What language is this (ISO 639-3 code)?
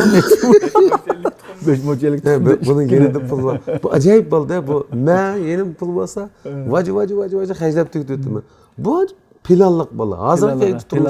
uig